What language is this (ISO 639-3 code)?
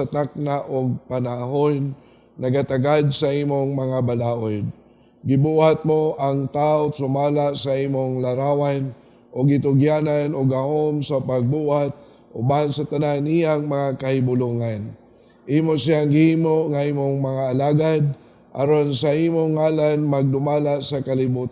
ceb